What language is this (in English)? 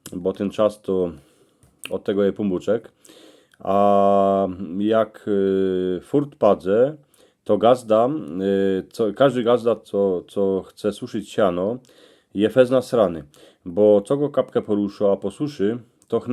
Silesian